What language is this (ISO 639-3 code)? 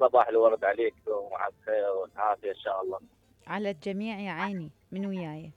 acm